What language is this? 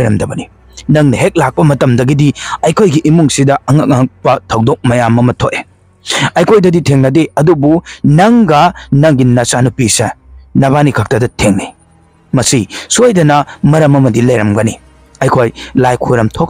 Manipuri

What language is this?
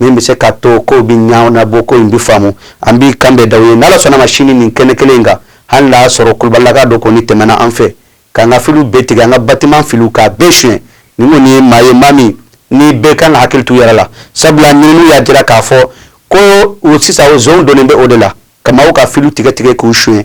Bambara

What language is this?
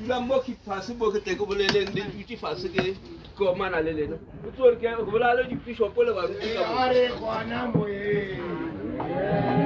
Northern Sotho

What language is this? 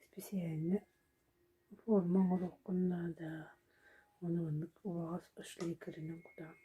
Yakut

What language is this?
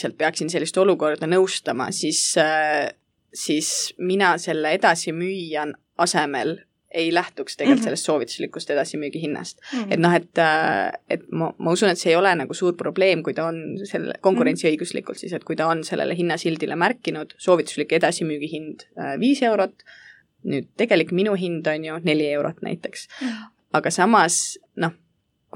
Estonian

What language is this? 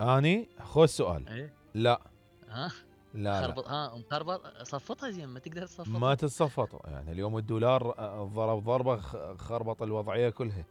Mesopotamian Arabic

